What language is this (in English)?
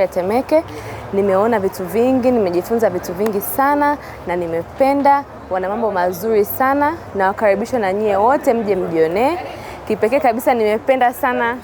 Swahili